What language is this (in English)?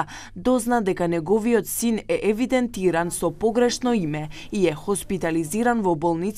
Macedonian